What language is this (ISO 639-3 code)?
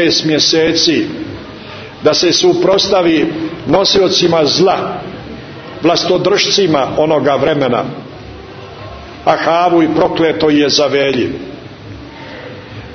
srp